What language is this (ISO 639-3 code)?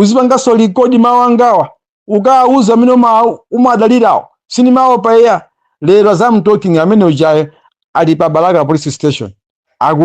nya